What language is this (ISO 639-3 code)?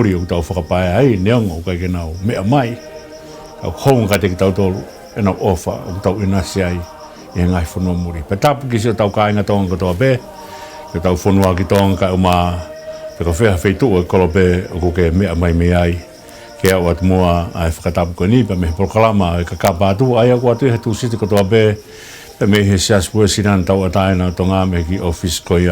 ton